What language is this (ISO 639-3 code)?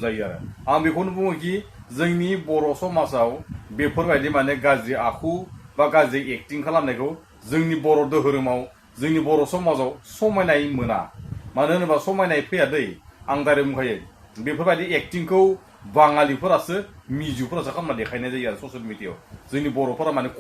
brx